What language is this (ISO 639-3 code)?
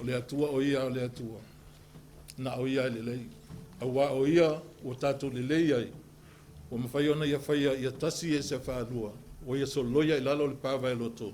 smo